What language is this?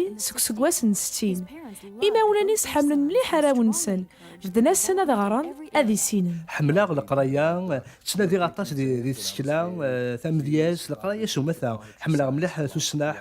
Kabyle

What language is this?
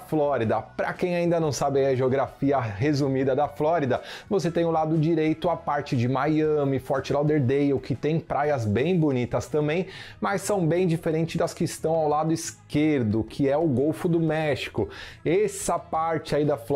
Portuguese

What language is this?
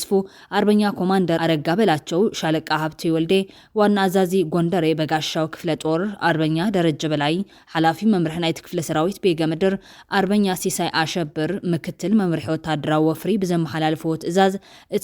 Tigrinya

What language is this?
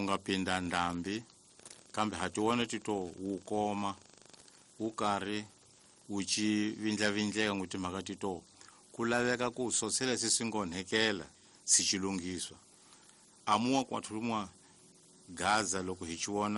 Tsonga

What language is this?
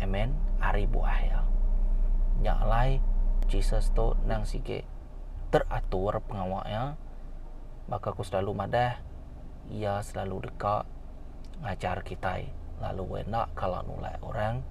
Iban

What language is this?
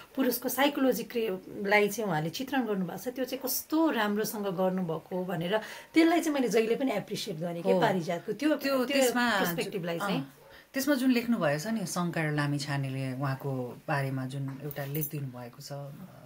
Nepali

